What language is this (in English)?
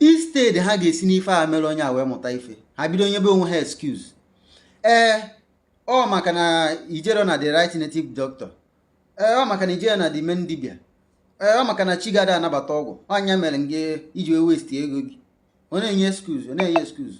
Igbo